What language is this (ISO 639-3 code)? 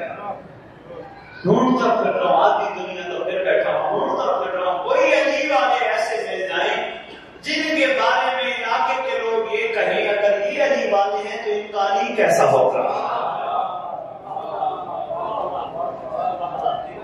urd